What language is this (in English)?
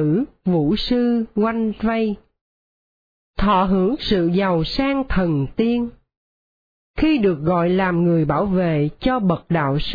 Vietnamese